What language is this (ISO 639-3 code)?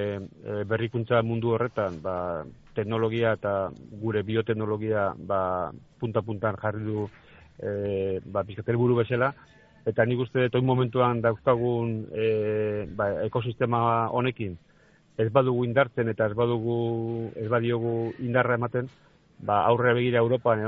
eus